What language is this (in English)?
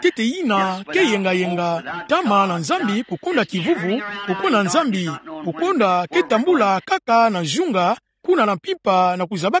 Kituba (Democratic Republic of Congo)